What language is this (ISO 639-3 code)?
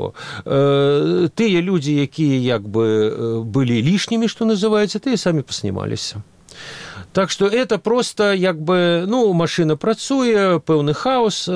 bel